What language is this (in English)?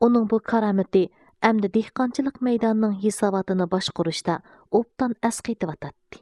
Uyghur